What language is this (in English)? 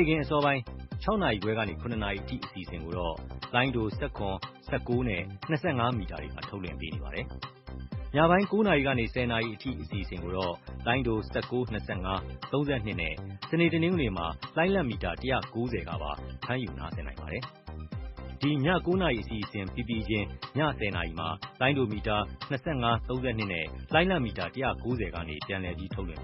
Burmese